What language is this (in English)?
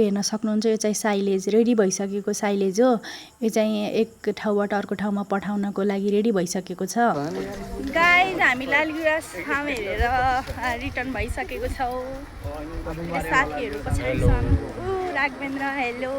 Nepali